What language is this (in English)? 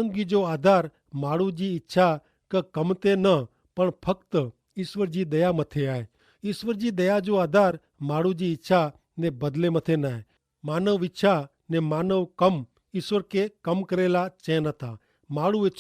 Kachhi